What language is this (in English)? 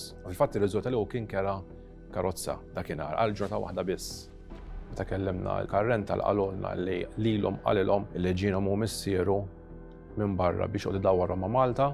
Maltese